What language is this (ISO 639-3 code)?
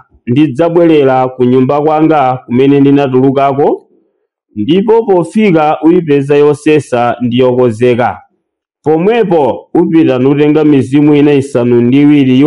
nya